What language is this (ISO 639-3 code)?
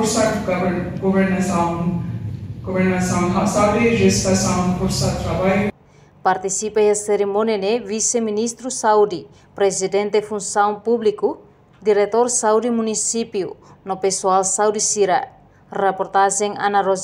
tet